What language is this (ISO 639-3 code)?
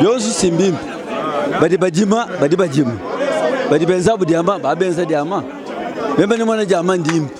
lua